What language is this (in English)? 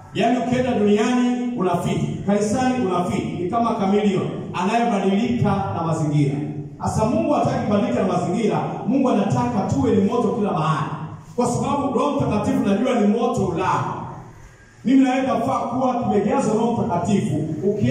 Swahili